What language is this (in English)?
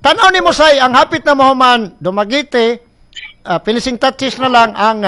Cebuano